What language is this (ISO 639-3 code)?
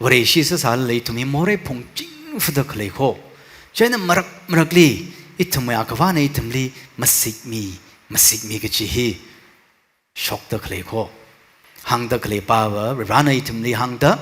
nmf